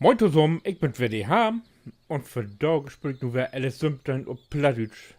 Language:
Low German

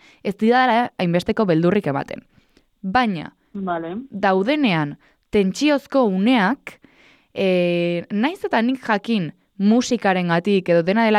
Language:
Basque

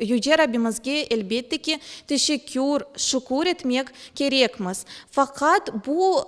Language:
Crimean Tatar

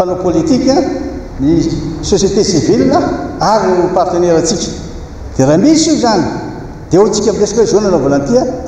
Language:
Malagasy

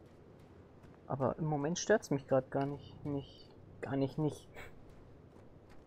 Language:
German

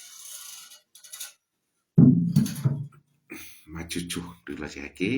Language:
S'gaw Karen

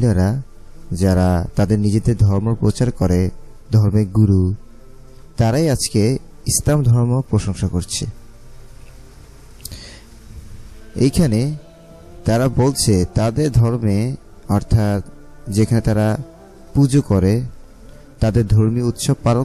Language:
Bangla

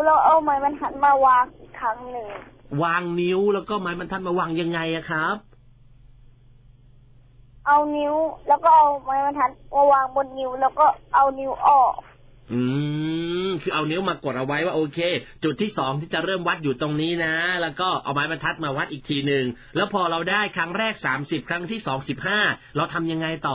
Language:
Thai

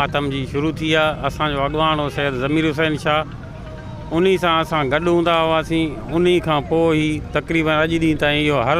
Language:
Sindhi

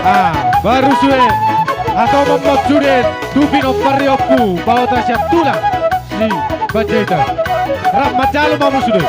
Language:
Batak Toba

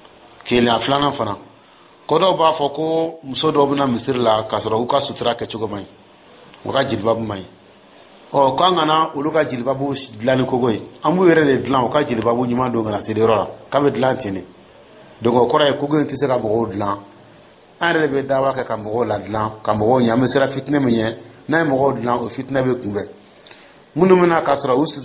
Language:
Dyula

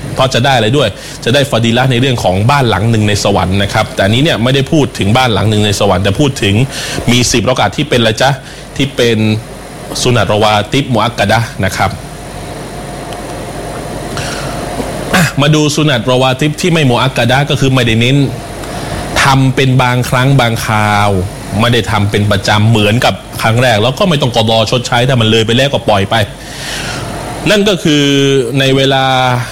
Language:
Thai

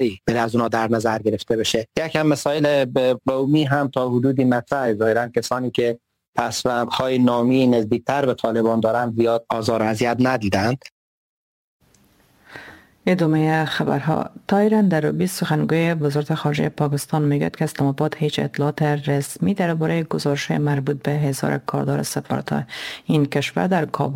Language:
Persian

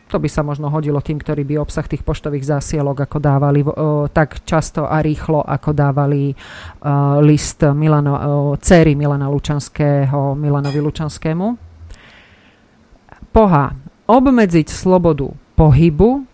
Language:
Slovak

